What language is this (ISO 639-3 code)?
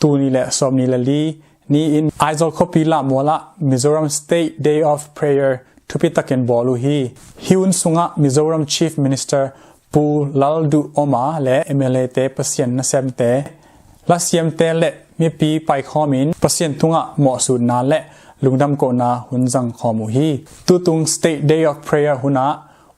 ctd